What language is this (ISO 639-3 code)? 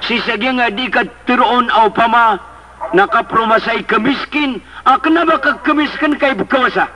mrw